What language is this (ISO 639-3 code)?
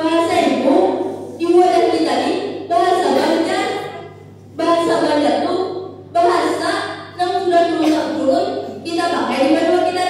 bjn